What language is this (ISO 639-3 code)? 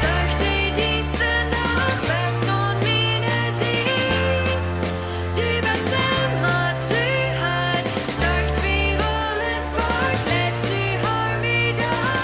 pdt